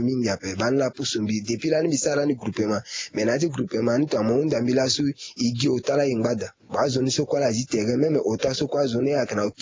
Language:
Sango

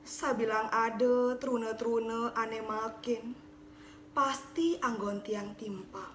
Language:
Balinese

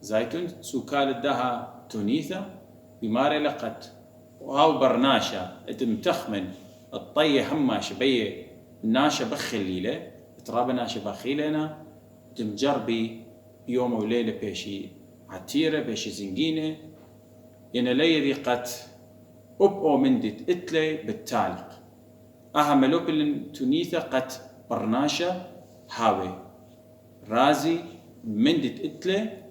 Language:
Assyrian Neo-Aramaic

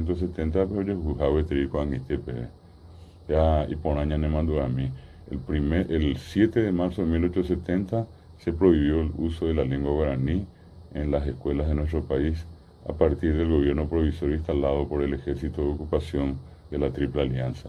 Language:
Guarani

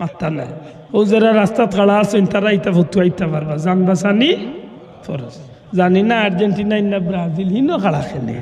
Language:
Sylheti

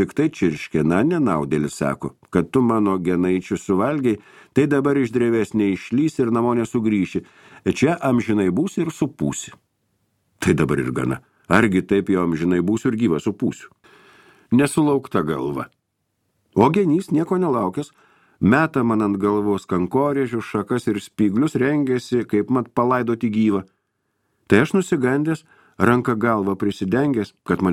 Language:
Lithuanian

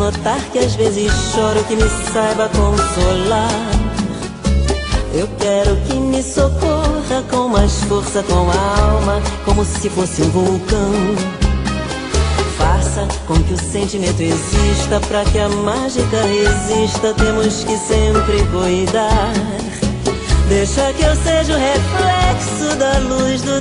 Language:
Portuguese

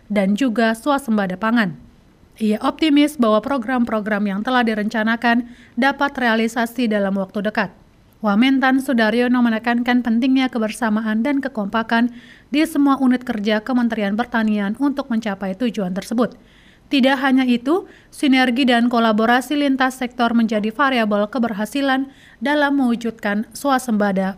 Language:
Indonesian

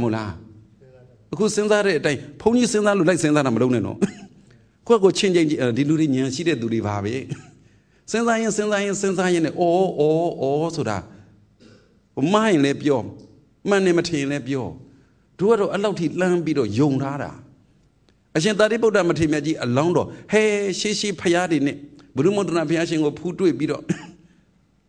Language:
Burmese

